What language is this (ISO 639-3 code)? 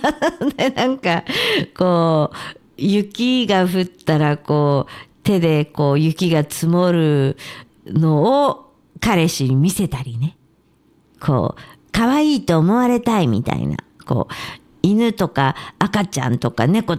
jpn